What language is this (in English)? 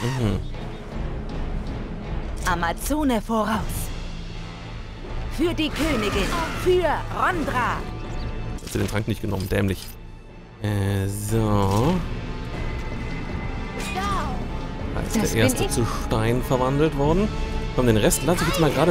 German